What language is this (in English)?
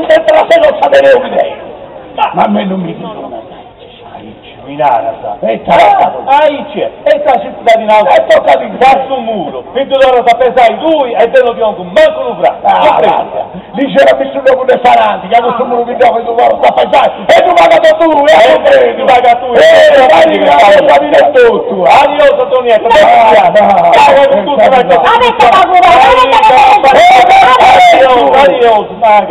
Sardinian